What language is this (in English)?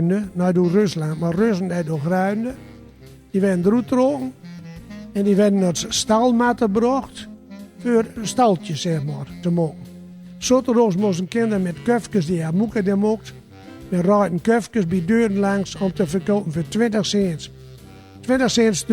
Gronings